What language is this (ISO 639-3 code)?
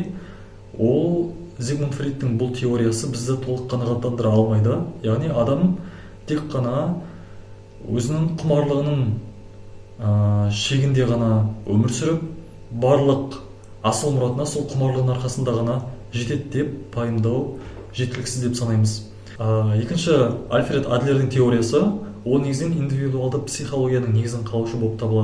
kaz